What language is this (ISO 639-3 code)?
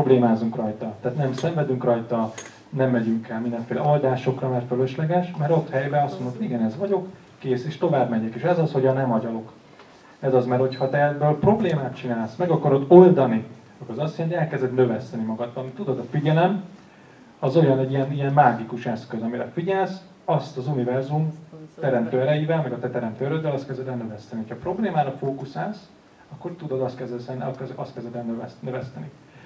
hun